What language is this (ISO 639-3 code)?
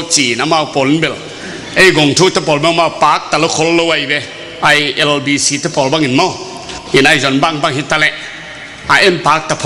ctd